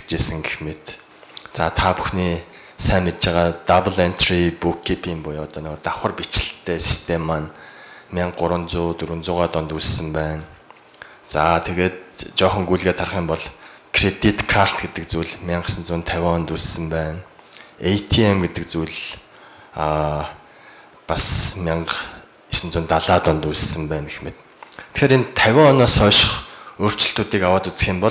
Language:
Mongolian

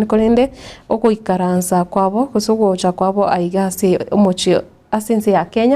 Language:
Gusii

